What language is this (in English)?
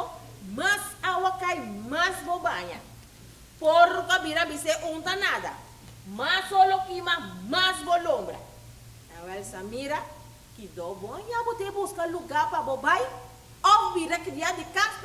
Papiamento